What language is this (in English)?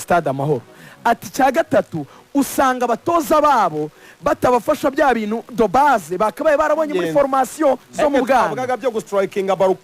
Kinyarwanda